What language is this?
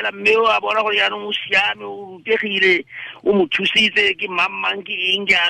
Tswana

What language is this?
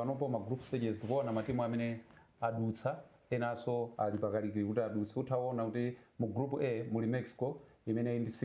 Nyanja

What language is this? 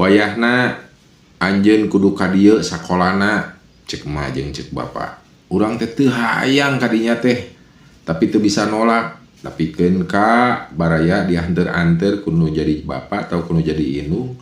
Sundanese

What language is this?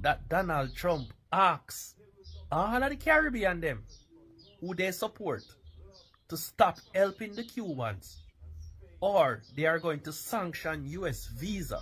Jamaican Creole English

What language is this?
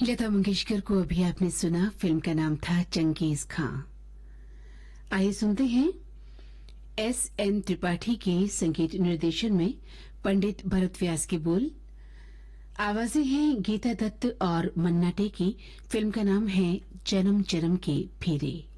Hindi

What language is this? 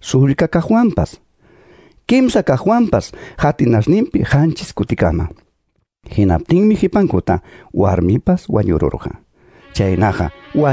Quechua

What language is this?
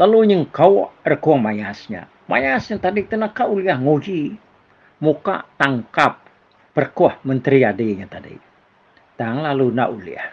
Iban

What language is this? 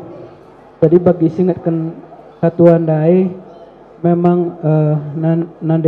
Batak Karo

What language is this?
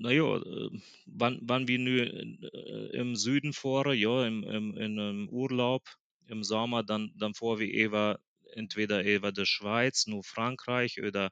Plautdietsch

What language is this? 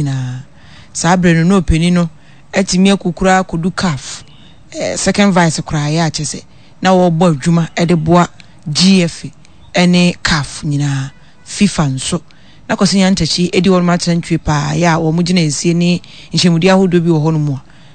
Akan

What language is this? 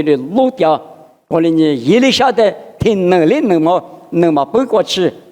Lisu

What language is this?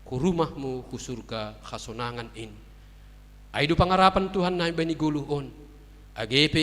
Batak Simalungun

